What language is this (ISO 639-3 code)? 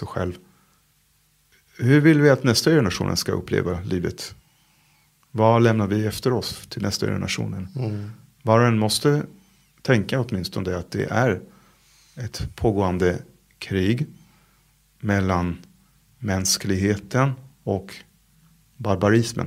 swe